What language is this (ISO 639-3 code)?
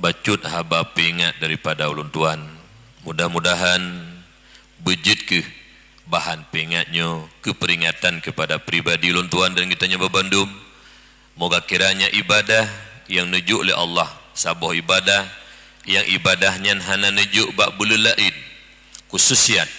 ace